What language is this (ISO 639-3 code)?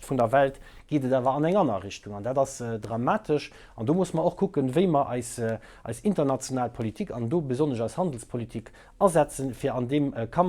ltz